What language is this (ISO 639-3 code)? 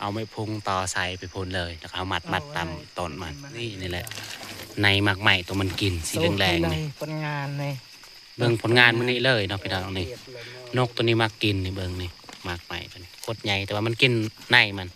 tts